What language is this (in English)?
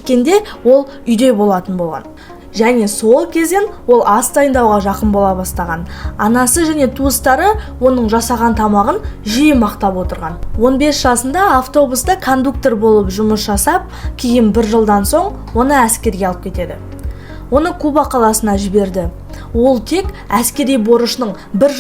Kazakh